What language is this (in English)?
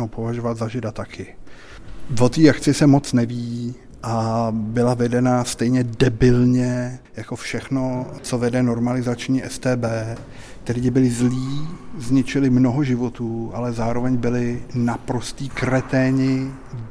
Czech